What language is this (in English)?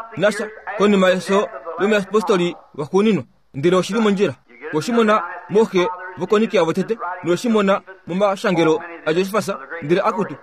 Kuanyama